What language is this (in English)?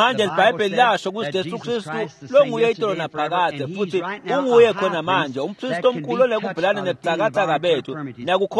Swati